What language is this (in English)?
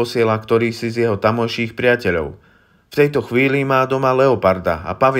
Slovak